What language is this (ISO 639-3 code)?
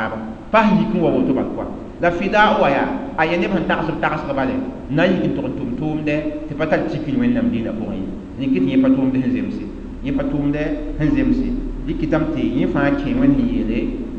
mos